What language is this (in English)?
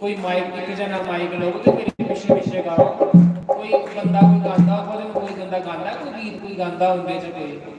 Dogri